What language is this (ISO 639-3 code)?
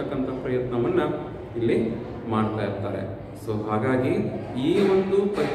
kan